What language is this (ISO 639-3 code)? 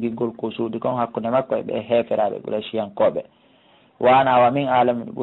fuf